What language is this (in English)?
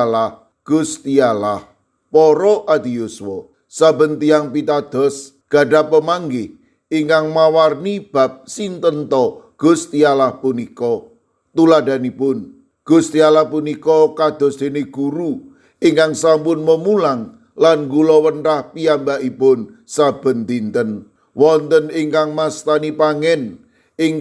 Javanese